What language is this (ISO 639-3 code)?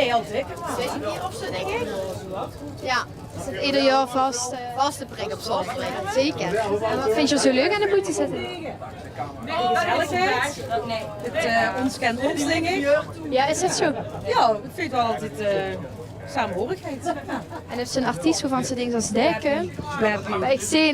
lim